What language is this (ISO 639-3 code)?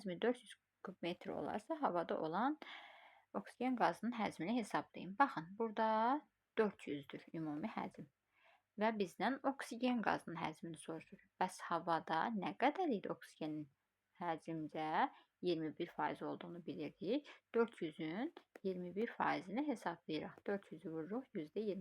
aze